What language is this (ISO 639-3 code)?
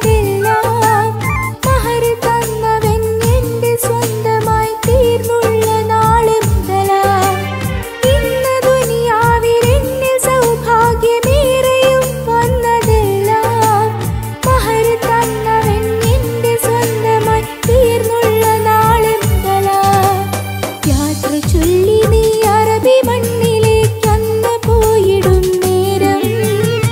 mal